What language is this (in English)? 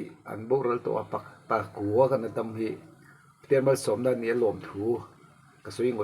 Mizo